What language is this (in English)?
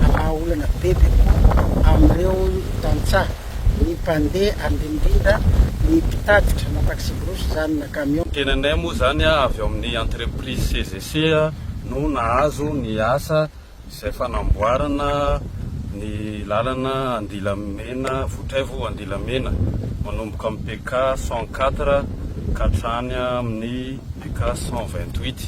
Malagasy